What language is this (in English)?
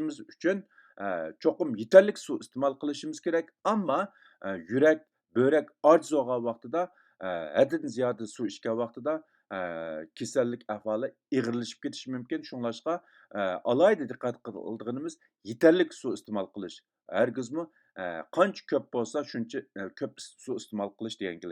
Uyghur